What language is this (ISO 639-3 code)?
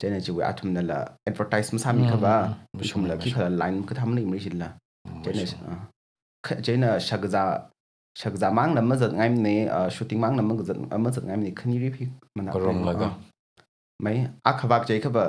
nmf